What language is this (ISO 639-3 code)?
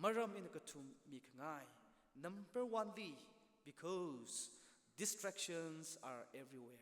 nmf